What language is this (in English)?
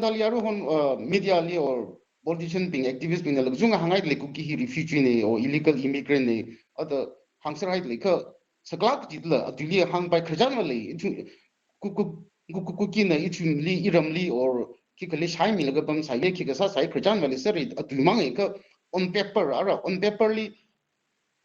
Tangkhul Naga (India)